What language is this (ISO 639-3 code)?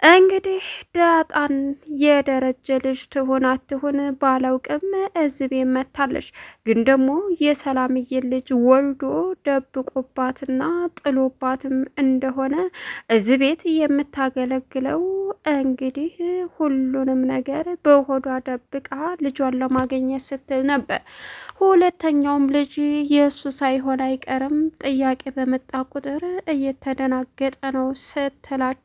amh